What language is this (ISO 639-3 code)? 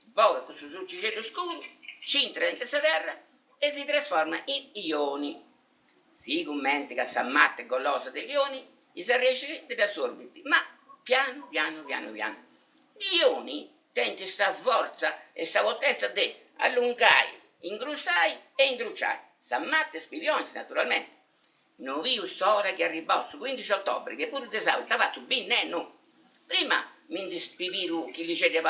srd